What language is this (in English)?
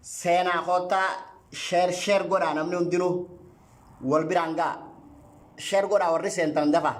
Oromo